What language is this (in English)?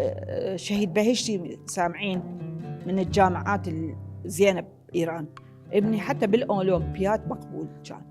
Mesopotamian Arabic